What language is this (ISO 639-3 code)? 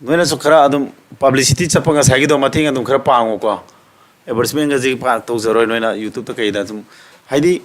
mni